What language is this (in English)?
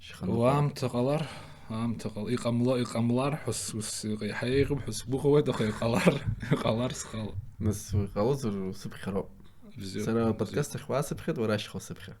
Abkhazian